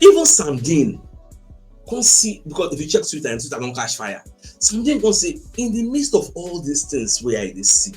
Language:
Nigerian Pidgin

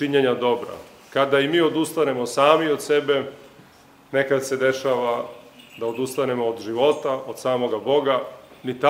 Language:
Serbian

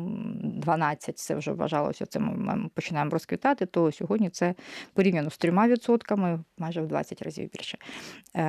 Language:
Ukrainian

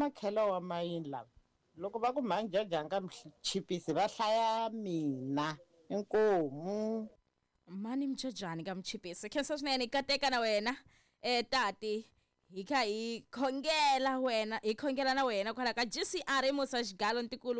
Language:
Tsonga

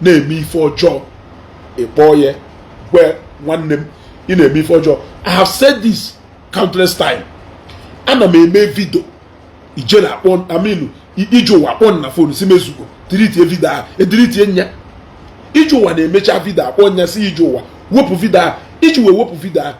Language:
Igbo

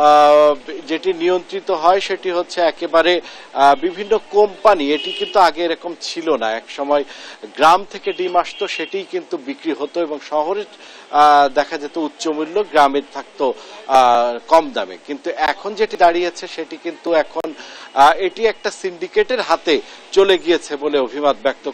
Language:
Bangla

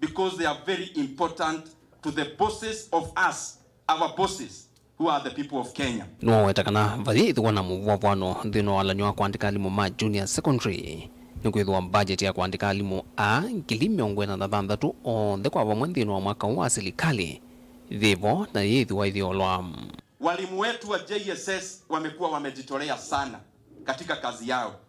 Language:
Kamba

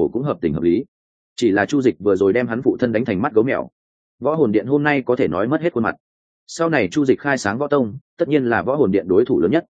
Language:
Vietnamese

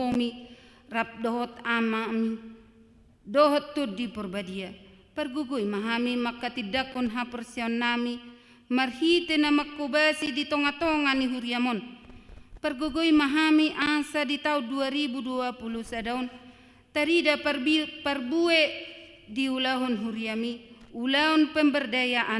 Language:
Batak Toba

